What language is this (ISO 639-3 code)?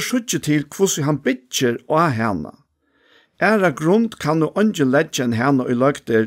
fao